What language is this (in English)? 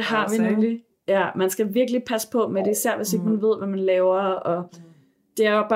Danish